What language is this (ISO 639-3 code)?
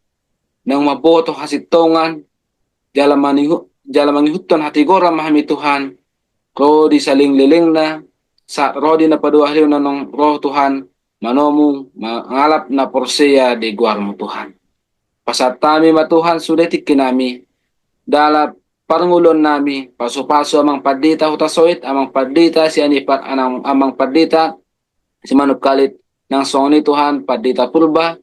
bbc